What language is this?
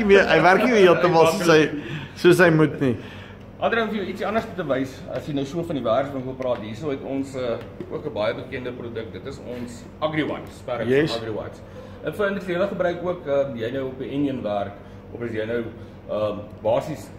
Afrikaans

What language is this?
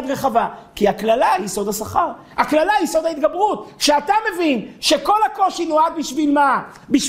Hebrew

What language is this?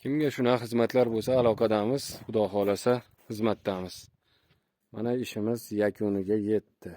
Uzbek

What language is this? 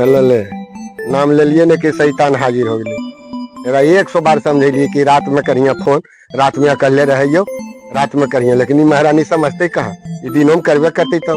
Magahi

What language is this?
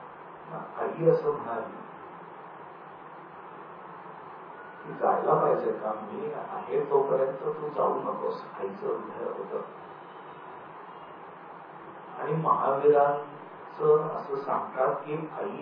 Marathi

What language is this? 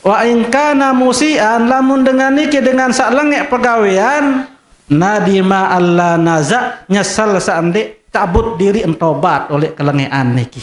Sasak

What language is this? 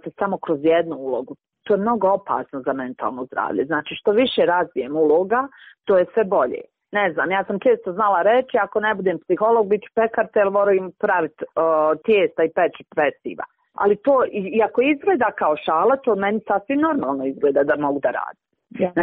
Croatian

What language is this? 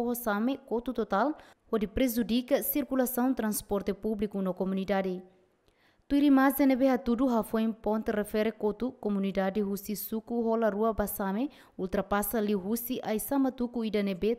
Tetum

